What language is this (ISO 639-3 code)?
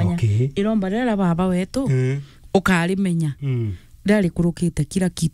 mer